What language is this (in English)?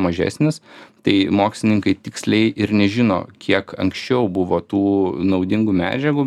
Lithuanian